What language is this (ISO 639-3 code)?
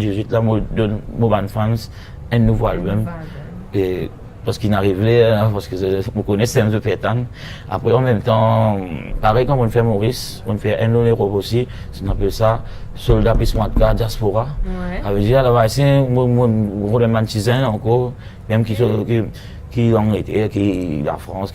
mfe